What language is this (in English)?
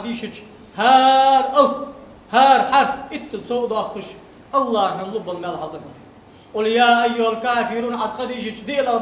Ingush